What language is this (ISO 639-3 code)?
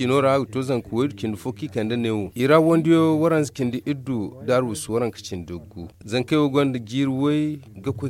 dje